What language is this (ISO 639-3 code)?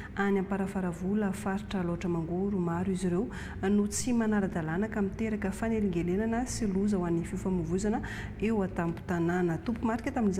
mlg